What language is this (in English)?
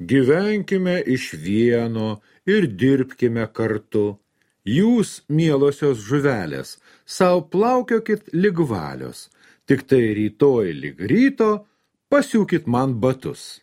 Lithuanian